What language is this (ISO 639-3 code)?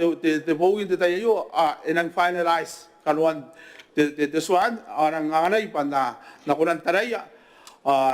gil